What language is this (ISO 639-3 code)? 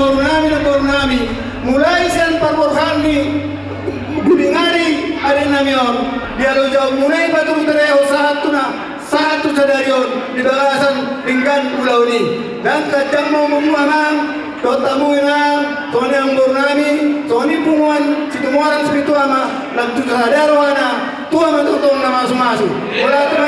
bbc